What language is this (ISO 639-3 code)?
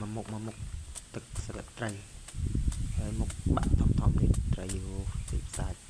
khm